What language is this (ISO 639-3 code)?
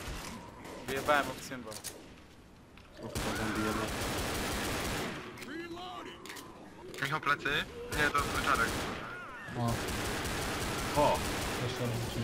pol